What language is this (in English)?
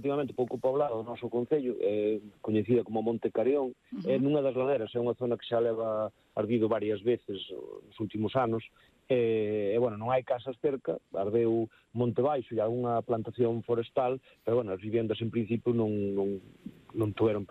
Galician